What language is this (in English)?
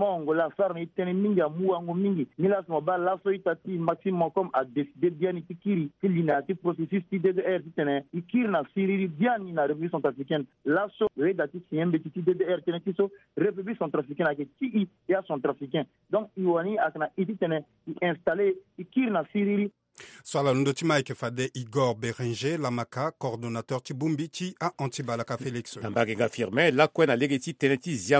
Sango